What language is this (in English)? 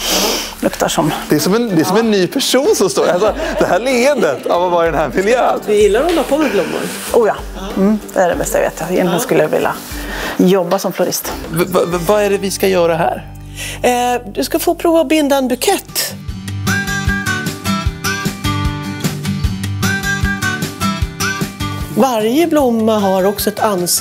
Swedish